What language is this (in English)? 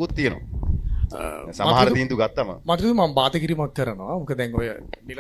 Sinhala